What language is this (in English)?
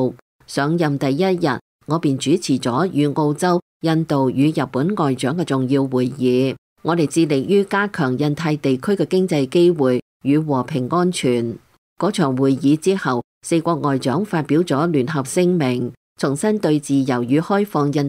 Cantonese